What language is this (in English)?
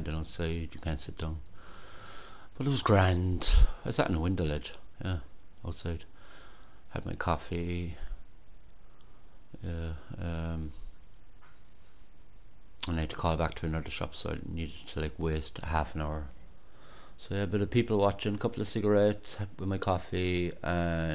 English